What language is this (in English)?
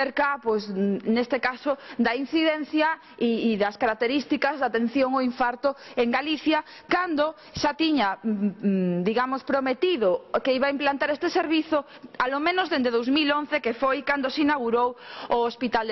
Galician